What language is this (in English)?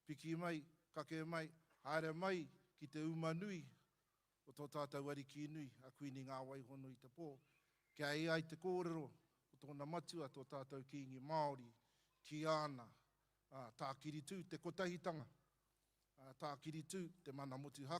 Māori